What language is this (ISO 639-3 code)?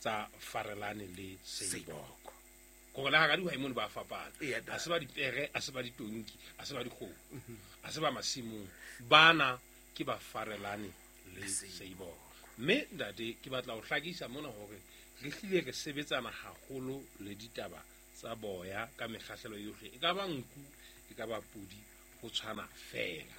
sot